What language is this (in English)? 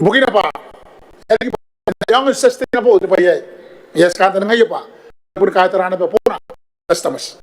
Gilbertese